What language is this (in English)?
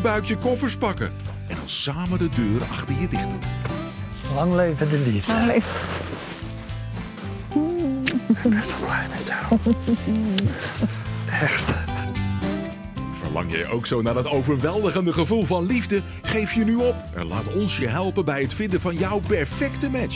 Dutch